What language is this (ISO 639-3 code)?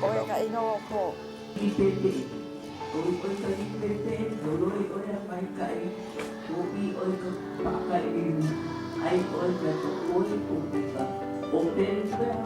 haw